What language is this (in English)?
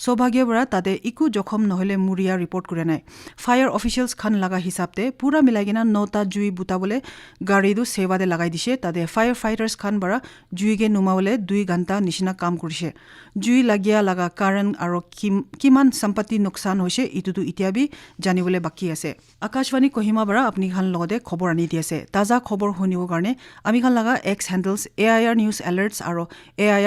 Naga Pidgin